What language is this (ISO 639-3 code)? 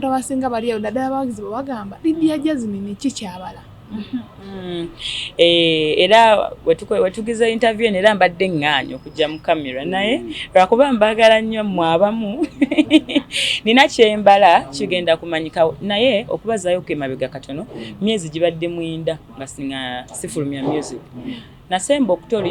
lug